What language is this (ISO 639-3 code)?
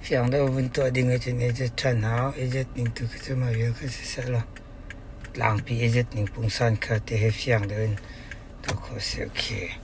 cnh